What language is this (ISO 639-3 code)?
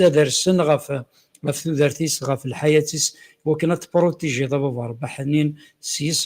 kab